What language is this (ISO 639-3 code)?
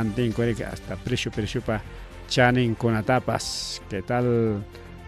quy